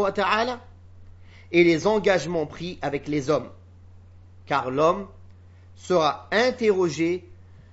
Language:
French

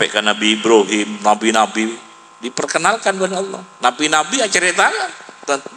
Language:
Madurese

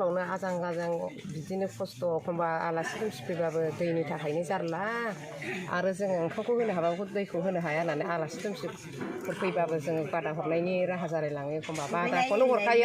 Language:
Bodo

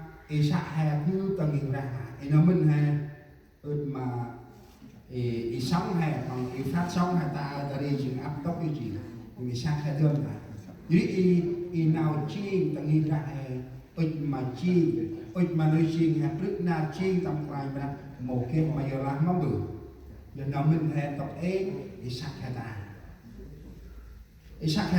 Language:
Central Mnong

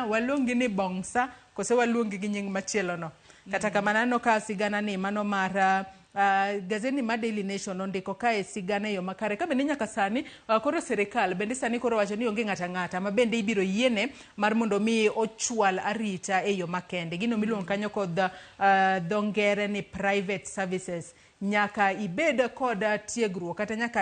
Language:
Luo (Kenya and Tanzania)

